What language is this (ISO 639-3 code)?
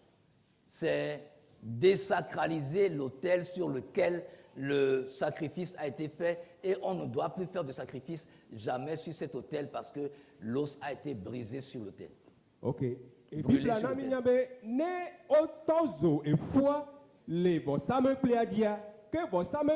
ewe